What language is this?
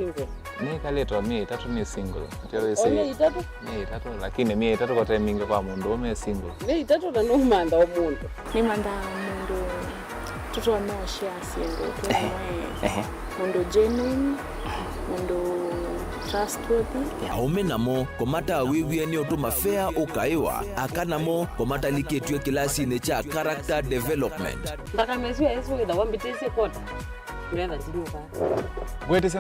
Kamba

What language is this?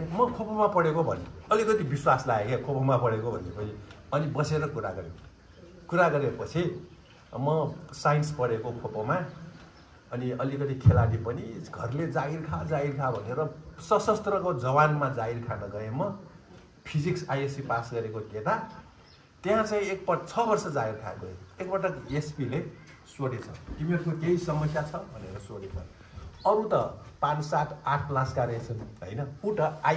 Nepali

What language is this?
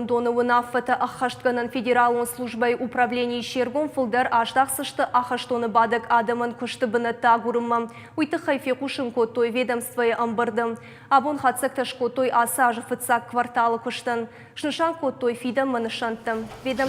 Ossetic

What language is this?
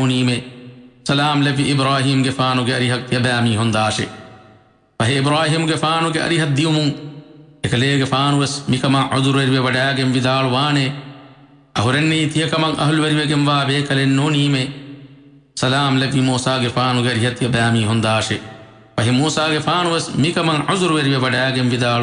Divehi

